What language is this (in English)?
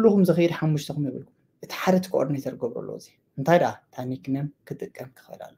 Tigrinya